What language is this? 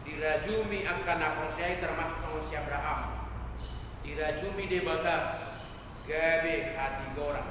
Batak Toba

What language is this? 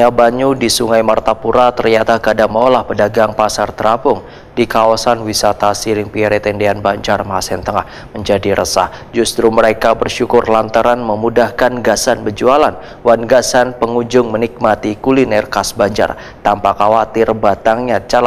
Banjar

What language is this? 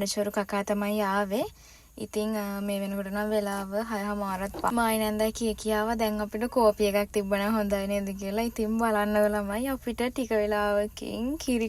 Sinhala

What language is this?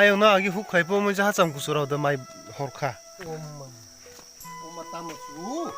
Kok Borok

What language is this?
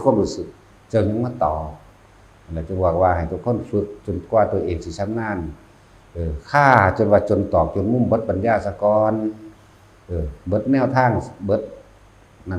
Northeastern Thai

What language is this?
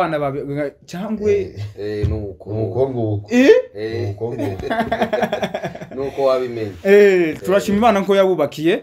Kinyarwanda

